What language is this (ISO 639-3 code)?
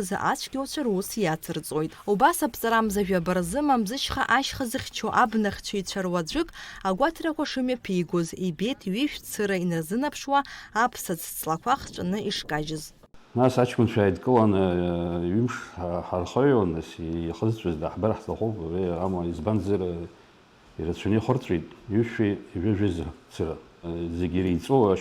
abk